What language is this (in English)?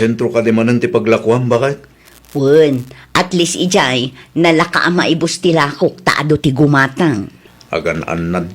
Iloko